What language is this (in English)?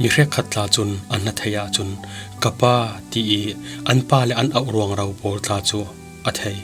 Falam Chin